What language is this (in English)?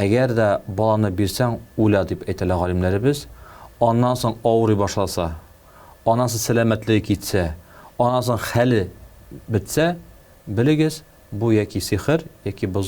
Tatar